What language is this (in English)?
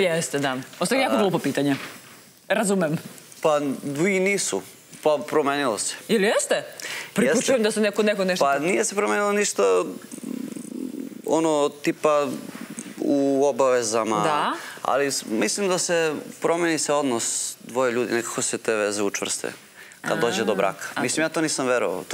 Serbian